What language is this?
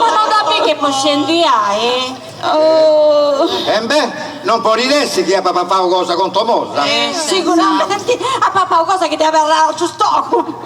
Sardinian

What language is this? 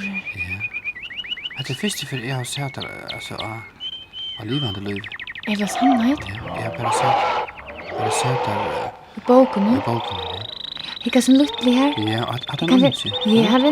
Faroese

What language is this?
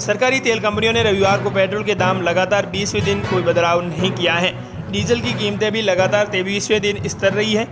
Hindi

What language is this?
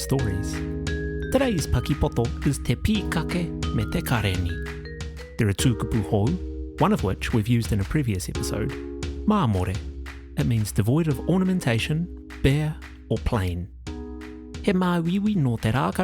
Māori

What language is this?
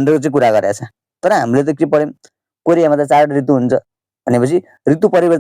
Nepali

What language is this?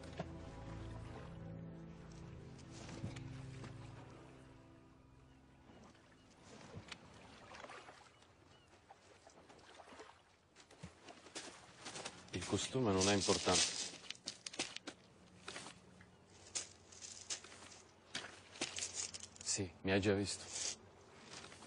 Italian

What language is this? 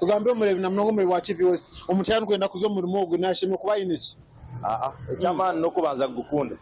Nyankole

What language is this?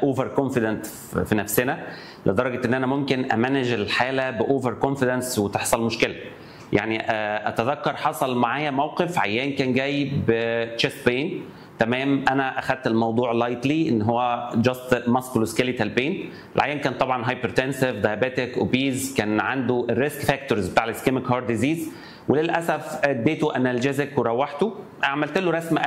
Egyptian Arabic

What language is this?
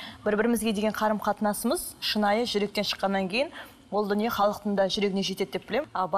Kazakh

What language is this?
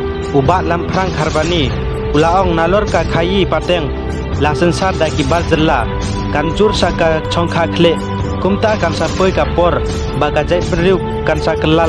Khasi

